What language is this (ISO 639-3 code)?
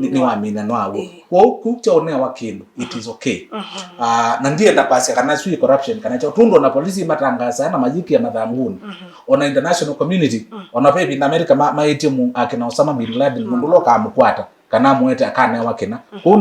kam